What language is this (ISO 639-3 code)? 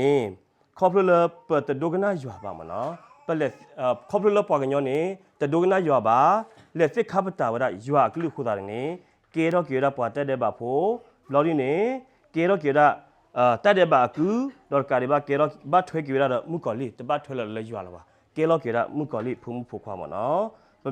ksw